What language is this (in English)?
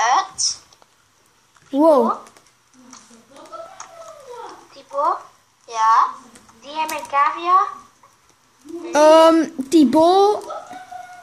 Dutch